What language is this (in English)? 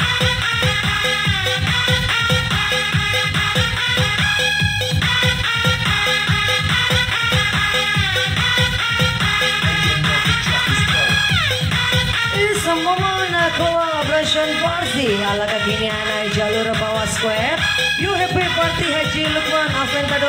Indonesian